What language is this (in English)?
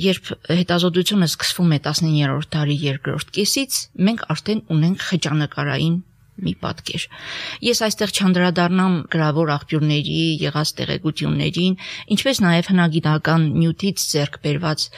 Armenian